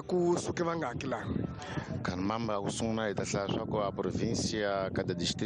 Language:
Tsonga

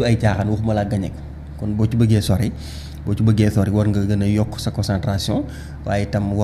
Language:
Wolof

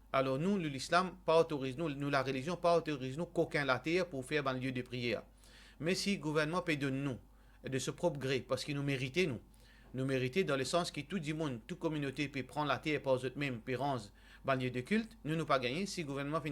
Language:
Morisyen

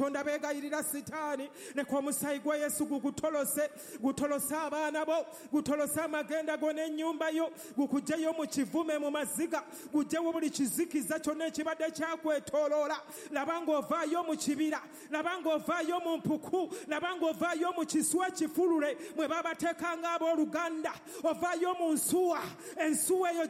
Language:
Ganda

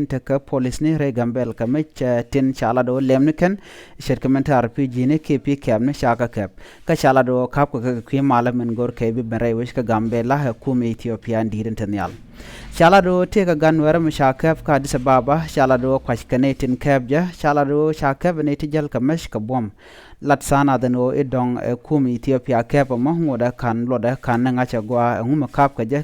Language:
Nuer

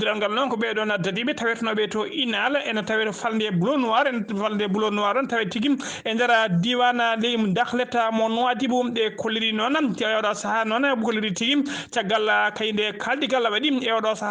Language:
Fula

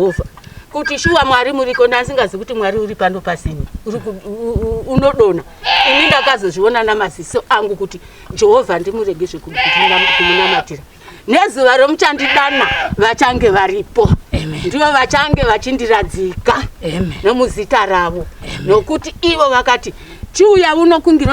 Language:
Shona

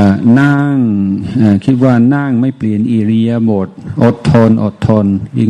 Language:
Thai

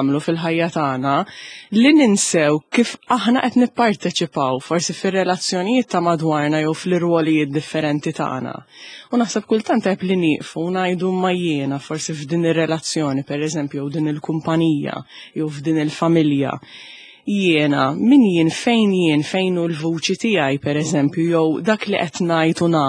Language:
Maltese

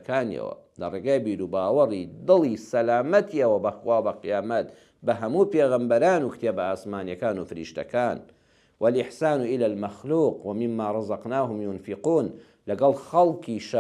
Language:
Central Kurdish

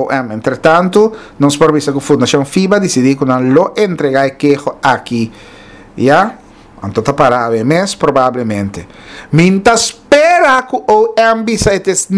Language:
Papiamento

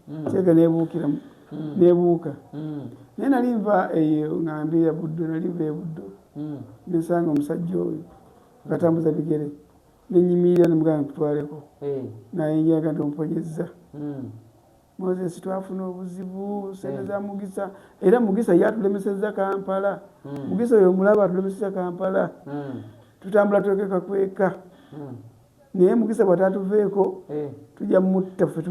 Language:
Ganda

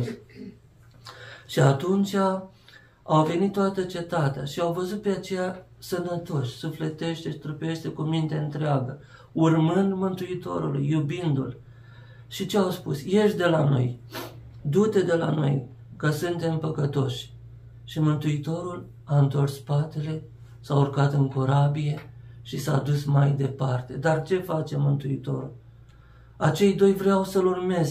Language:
Romanian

